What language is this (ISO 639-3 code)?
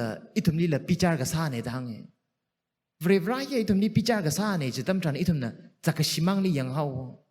nmf